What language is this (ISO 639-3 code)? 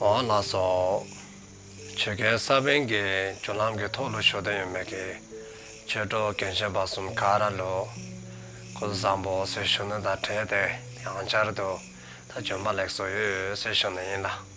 dzo